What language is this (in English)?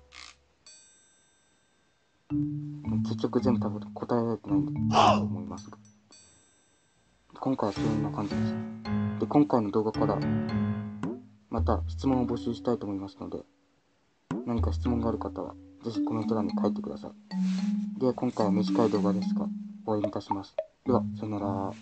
Japanese